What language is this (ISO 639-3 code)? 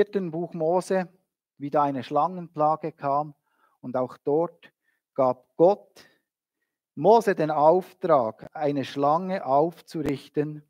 gsw